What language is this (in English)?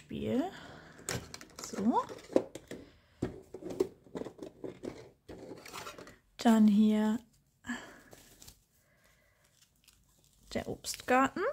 German